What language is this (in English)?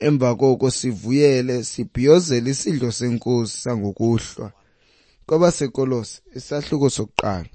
Xhosa